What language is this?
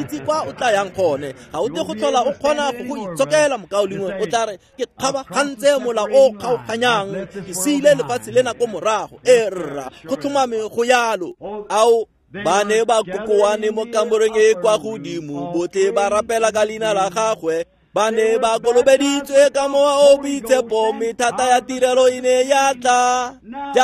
Tswana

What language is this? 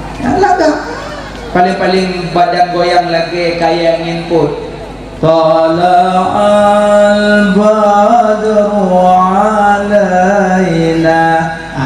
Achinese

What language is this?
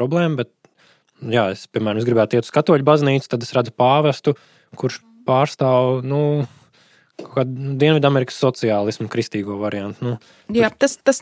Latvian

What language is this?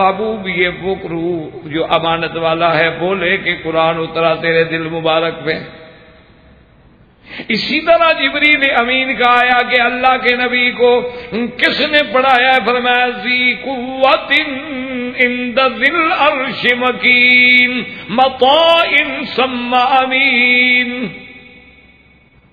Urdu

